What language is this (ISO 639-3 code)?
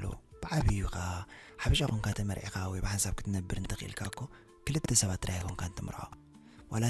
tir